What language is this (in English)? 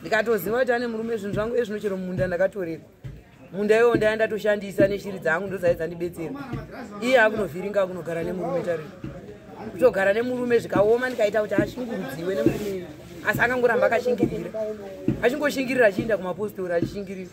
Shona